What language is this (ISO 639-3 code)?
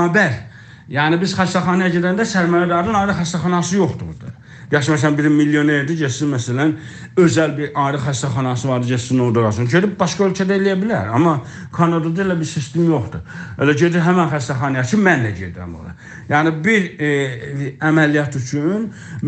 azb